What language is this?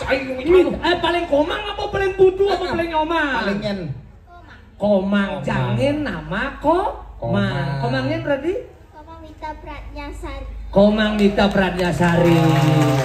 Balinese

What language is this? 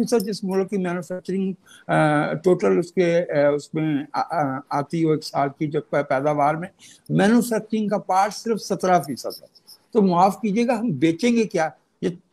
Urdu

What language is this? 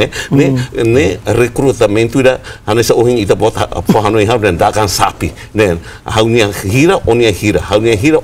Tetum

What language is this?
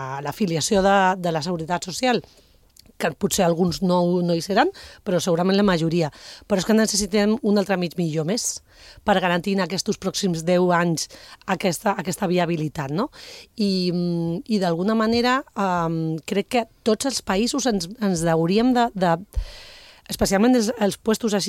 Catalan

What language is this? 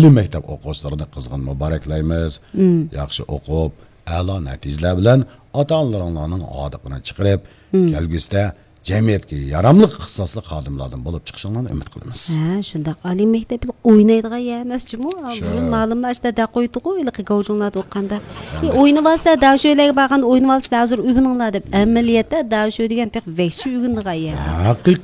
Uyghur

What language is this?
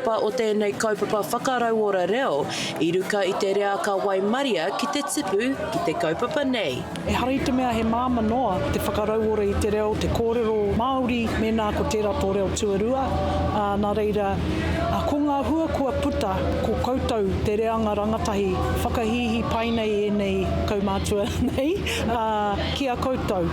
Māori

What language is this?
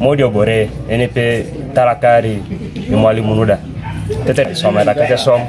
Teso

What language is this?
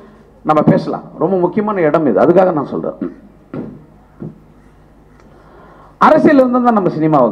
Tamil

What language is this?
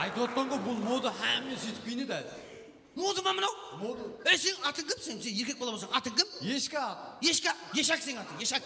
Kara-Kalpak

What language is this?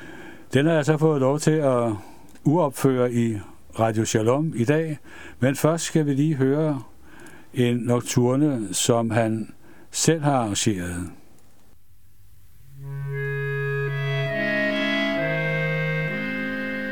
Danish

